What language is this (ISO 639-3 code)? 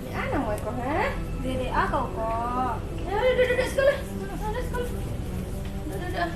min